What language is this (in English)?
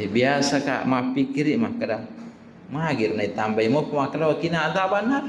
Buginese